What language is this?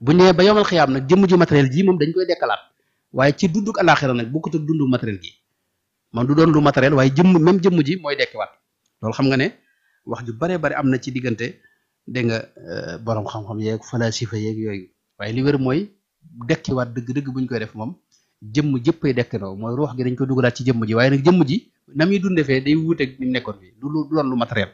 Wolof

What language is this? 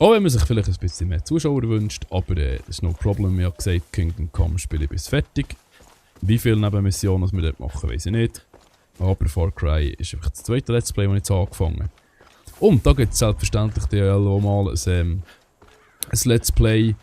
Swiss German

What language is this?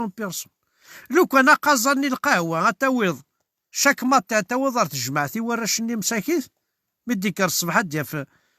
Kabyle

